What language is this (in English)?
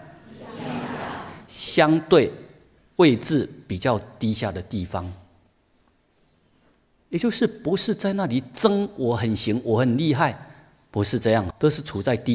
Chinese